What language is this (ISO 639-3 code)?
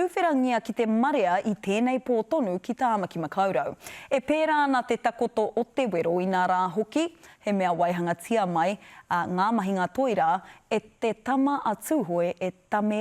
mri